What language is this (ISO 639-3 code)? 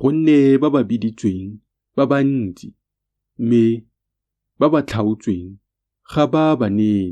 tsn